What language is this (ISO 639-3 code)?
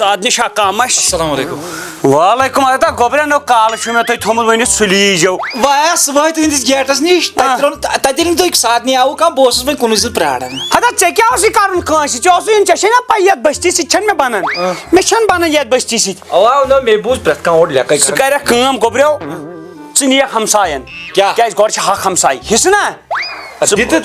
kas